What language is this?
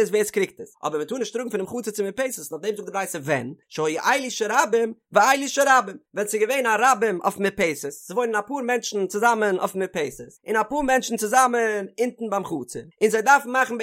Yiddish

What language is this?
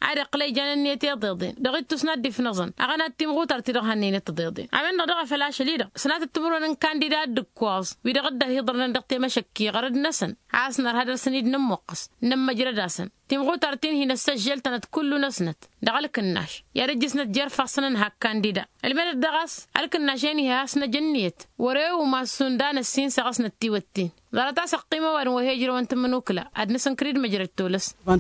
Tamasheq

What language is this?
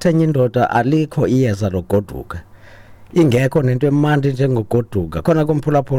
Xhosa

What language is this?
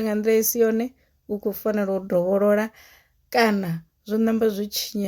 Venda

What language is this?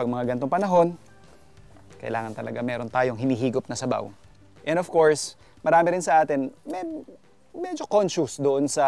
Filipino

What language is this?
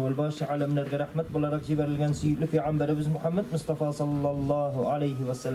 Tatar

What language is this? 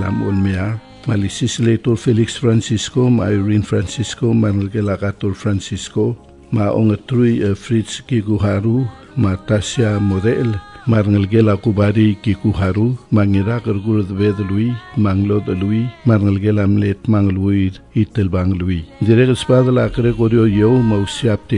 Palauan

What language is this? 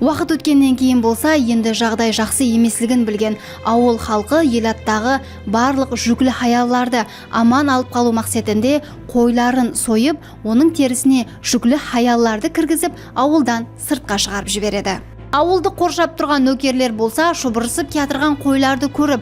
Kara-Kalpak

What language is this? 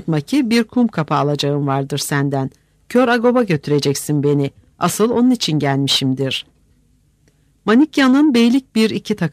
Turkish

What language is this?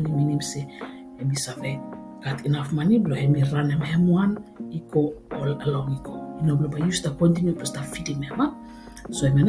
Bislama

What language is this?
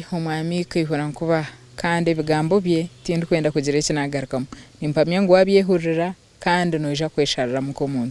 Nyankole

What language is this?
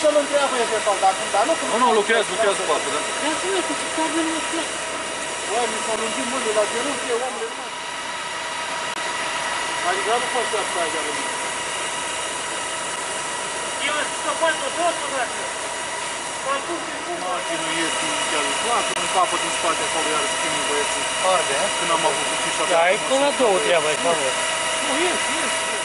Romanian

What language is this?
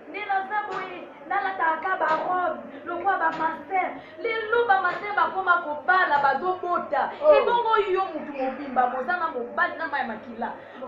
Lingala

